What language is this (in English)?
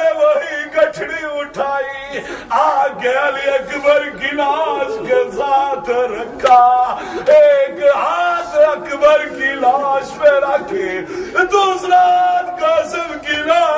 Urdu